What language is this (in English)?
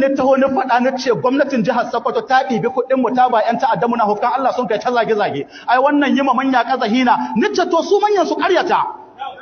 Hausa